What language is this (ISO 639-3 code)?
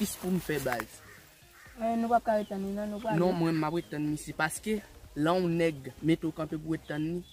hat